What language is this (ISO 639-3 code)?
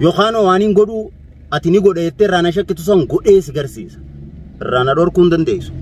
orm